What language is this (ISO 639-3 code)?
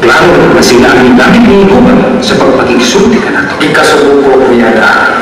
ceb